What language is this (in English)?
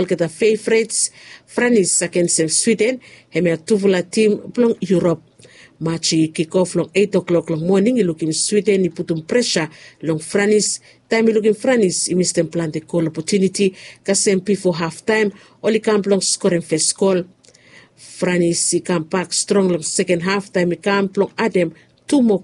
Bislama